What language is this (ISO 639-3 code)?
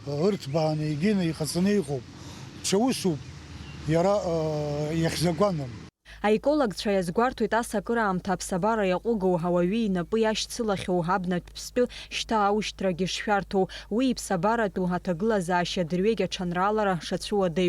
abk